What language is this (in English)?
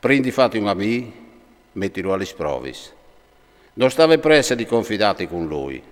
Friulian